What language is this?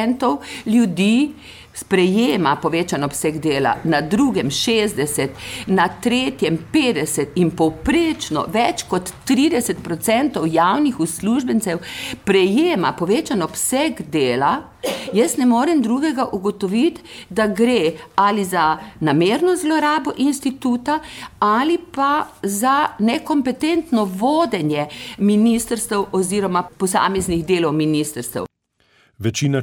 Slovenian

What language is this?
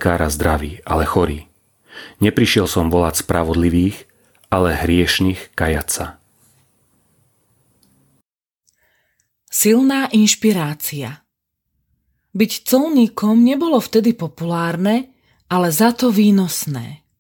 Slovak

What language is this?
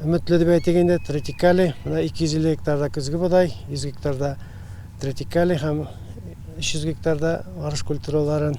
Tatar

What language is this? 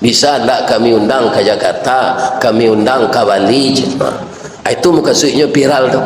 Minangkabau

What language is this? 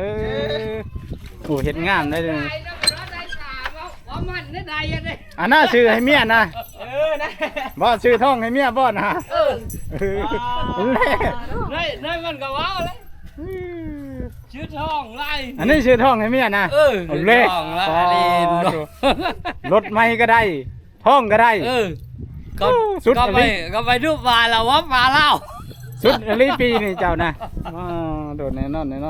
Northeastern Thai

